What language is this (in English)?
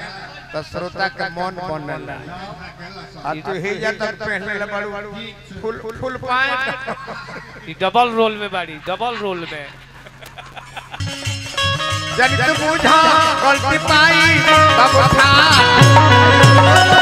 Bhojpuri